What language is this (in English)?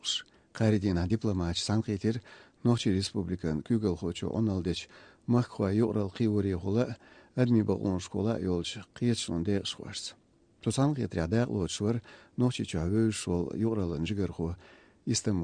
Chechen